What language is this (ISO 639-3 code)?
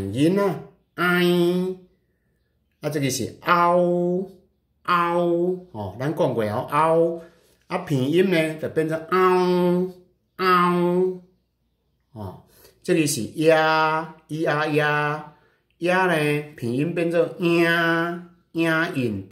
nan